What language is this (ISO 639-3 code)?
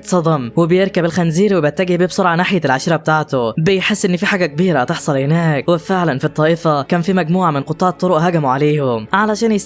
arz